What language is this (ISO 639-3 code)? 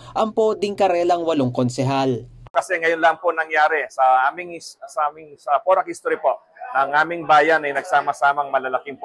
pam